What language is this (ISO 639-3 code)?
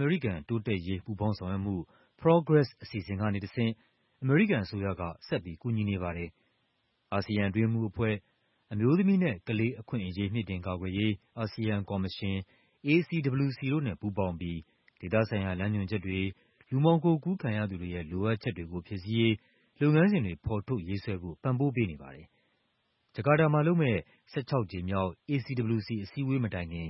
mya